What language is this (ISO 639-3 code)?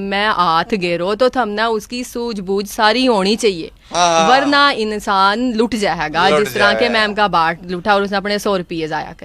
bgc